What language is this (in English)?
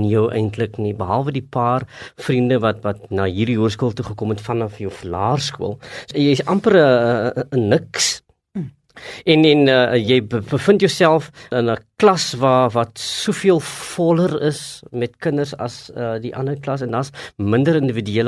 Afrikaans